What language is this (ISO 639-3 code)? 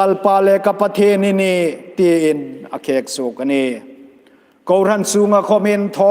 hmr